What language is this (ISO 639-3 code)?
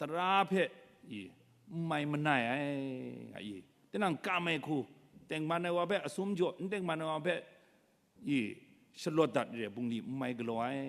kac